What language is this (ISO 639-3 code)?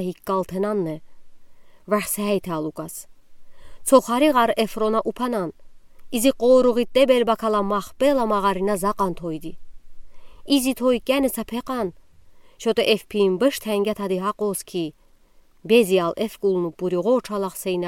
kat